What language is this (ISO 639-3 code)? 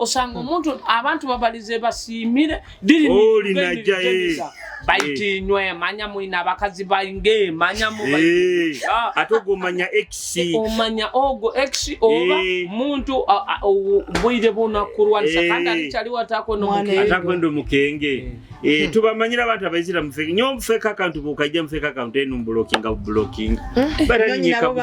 nyo